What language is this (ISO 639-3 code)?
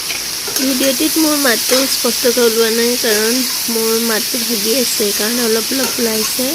asm